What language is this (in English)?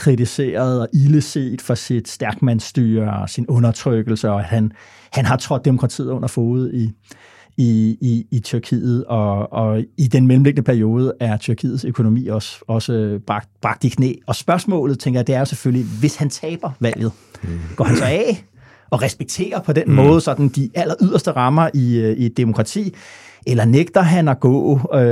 Danish